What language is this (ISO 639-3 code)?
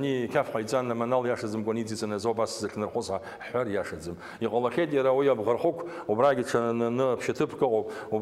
abk